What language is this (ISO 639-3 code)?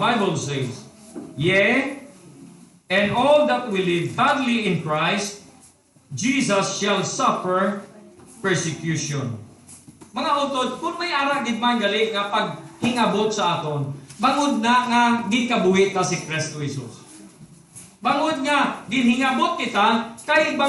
hil